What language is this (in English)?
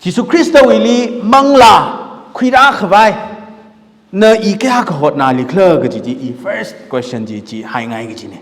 Tangkhul Naga (India)